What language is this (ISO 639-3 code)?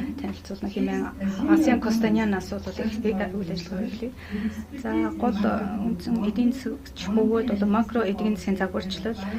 mon